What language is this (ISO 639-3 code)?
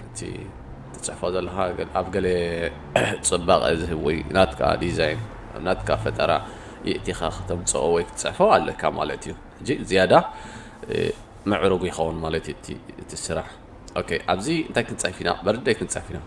tir